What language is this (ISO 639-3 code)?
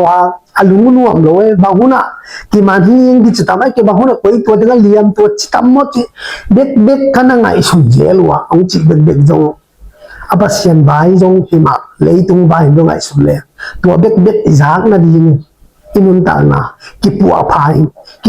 ctd